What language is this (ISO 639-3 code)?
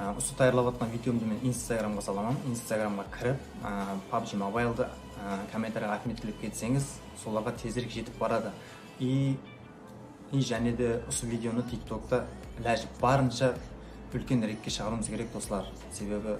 kaa